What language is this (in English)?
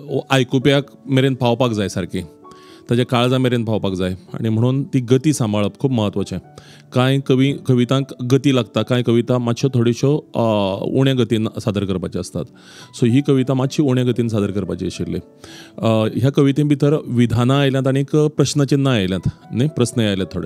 Konkani